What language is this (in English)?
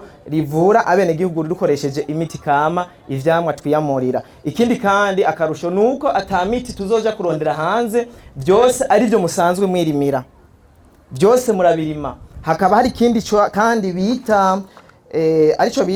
Rundi